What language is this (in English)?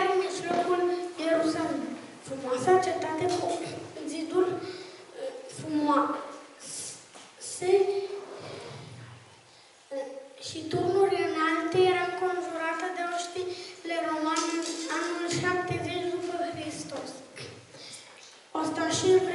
Romanian